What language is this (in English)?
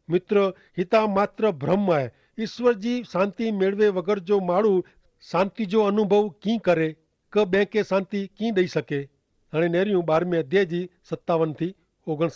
Kachhi